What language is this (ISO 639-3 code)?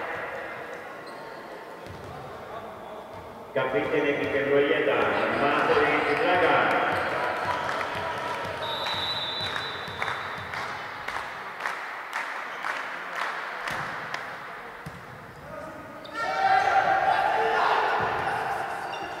srp